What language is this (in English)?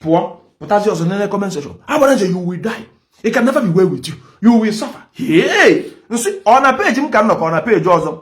Igbo